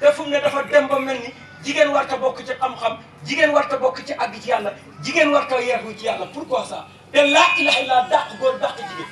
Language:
Wolof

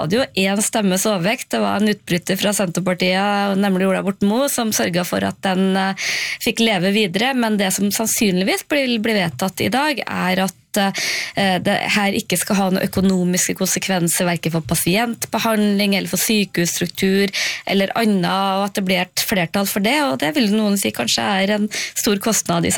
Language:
Norwegian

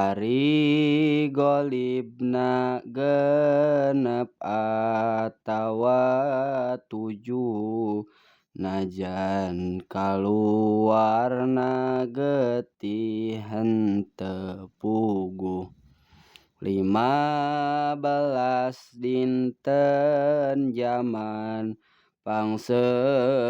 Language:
Sundanese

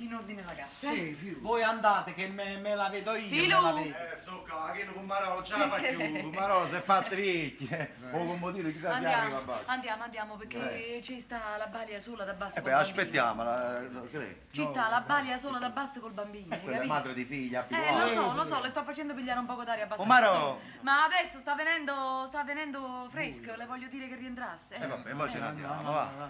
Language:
Neapolitan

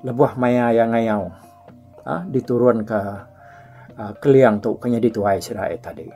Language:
Iban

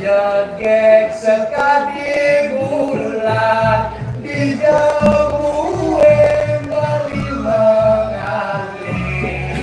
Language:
Balinese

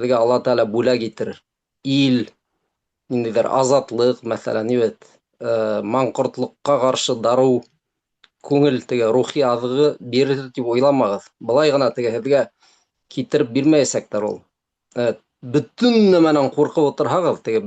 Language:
Bashkir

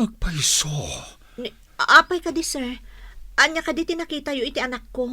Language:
Iloko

